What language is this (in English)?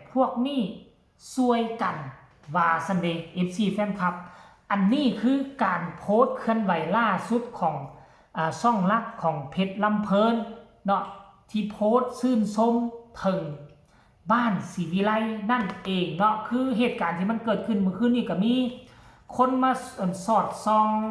Lao